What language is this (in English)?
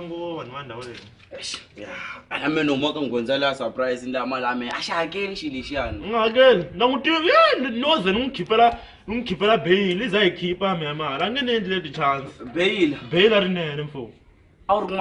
Tsonga